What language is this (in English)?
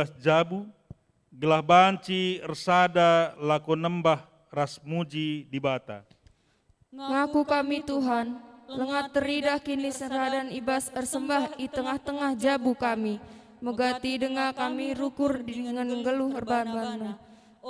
Batak Karo